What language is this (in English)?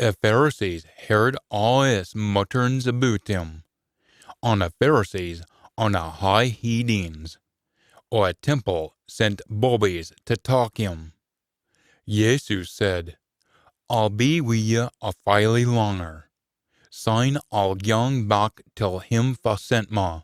Scots